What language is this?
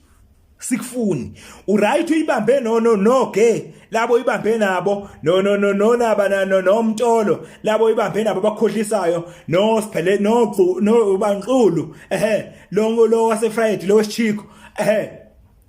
Zulu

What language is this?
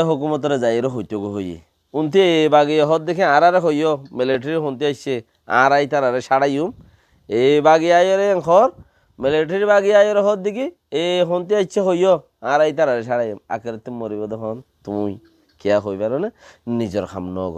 Rohingya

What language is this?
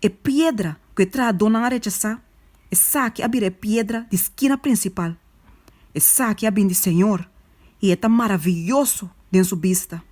Papiamento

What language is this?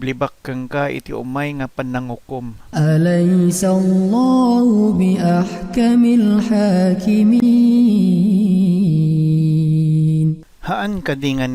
Iloko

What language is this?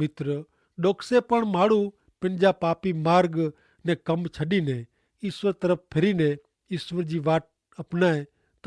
Kachhi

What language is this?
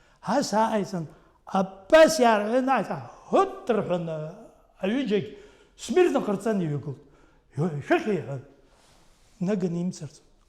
Abkhazian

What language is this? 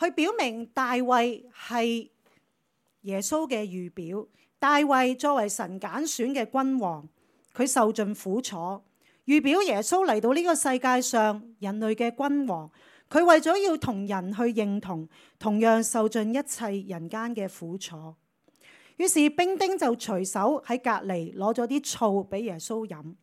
Cantonese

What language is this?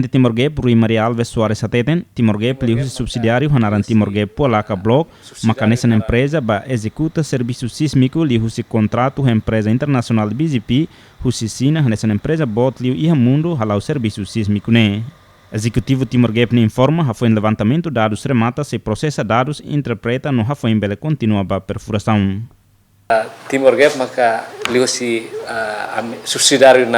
Tetum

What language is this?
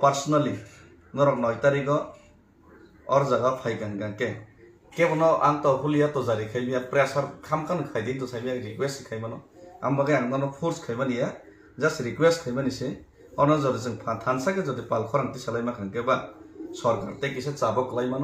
Kok Borok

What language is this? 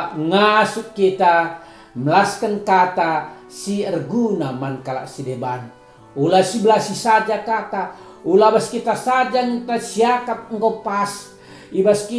Batak Karo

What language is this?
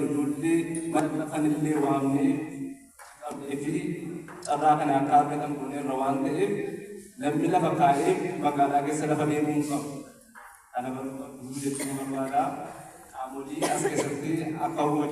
Oromo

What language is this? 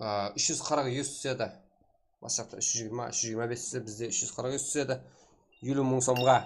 Kara-Kalpak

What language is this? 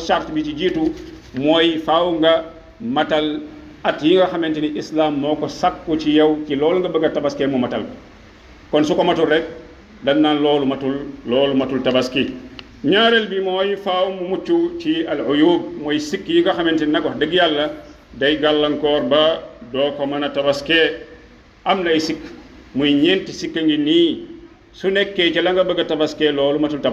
Wolof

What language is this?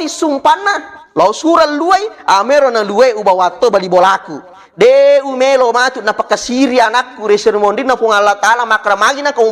Buginese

